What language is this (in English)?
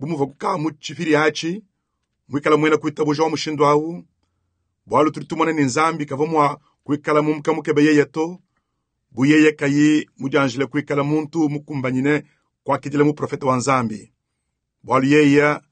Luba-Lulua